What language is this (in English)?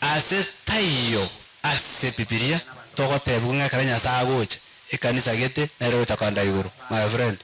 Gusii